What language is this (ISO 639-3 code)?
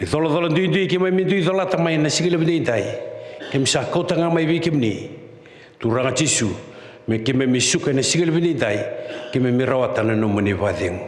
fij